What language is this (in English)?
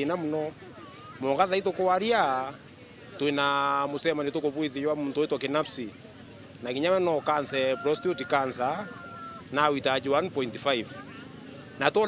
Meru